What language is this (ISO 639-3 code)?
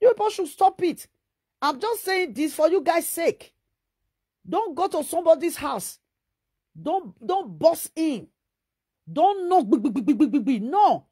pcm